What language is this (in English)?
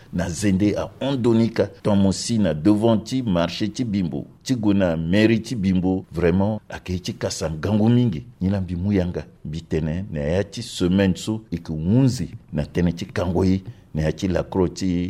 Sango